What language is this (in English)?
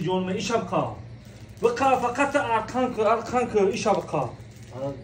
Tajik